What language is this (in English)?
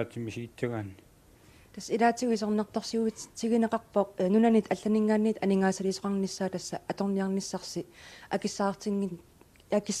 Kalaallisut